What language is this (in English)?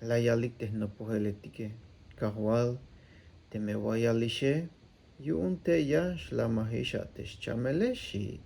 Tzeltal